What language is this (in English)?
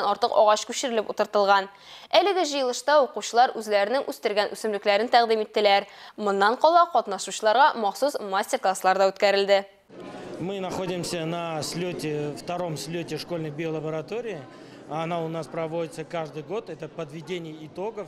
Tatar